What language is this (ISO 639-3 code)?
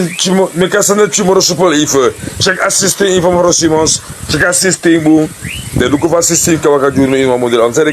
srn